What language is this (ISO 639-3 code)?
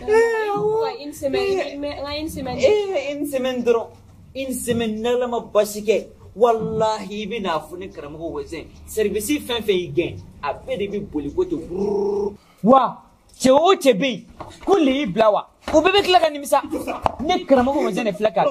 bam